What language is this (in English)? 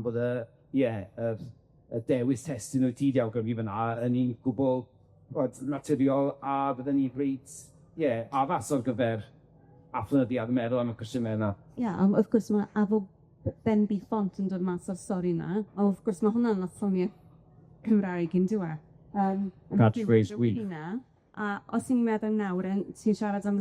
Welsh